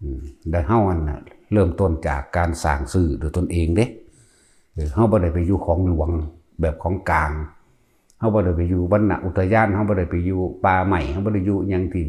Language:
Northeastern Thai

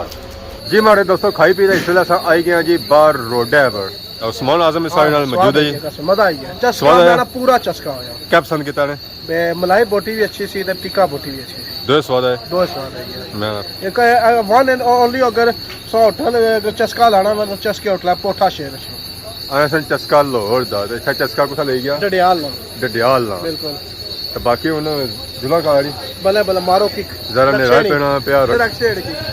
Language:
Pahari-Potwari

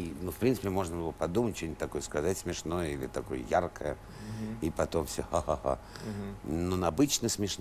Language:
Russian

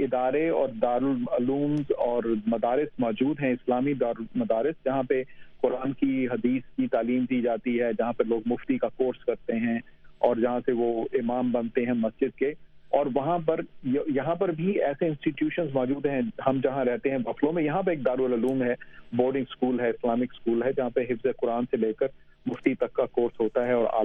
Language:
Urdu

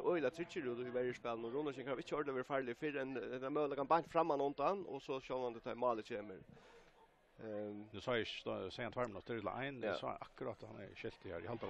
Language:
Faroese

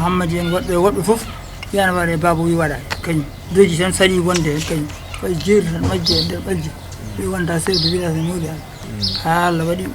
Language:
Fula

